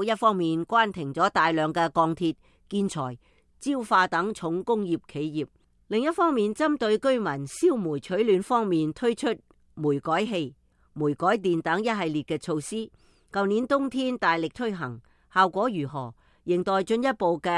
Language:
Cantonese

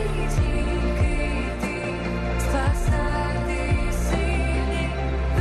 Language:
Ukrainian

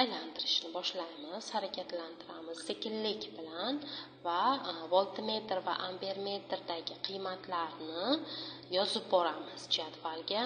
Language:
Uzbek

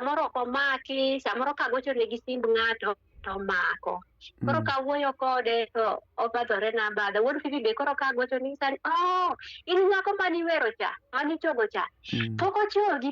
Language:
Luo (Kenya and Tanzania)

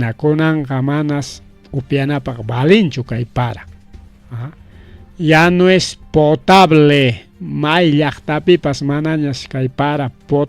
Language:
Ayacucho Quechua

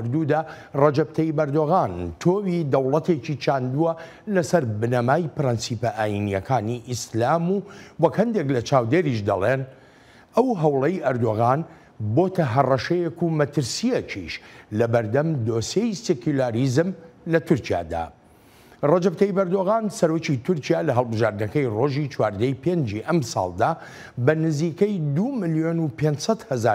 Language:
Central Kurdish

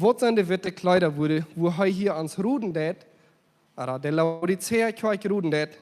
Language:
Plautdietsch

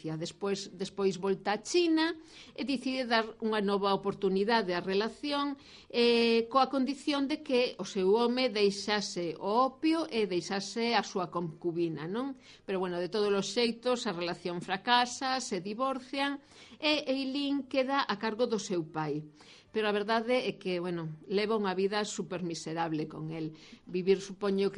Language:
Galician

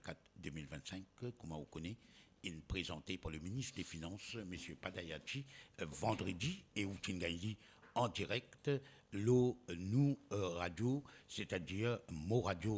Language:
Morisyen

